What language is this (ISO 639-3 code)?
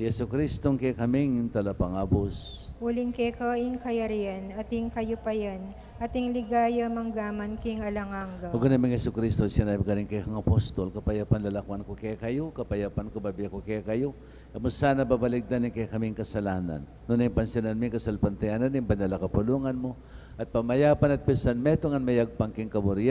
pam